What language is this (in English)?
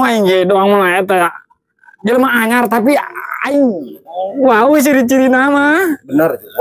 Sundanese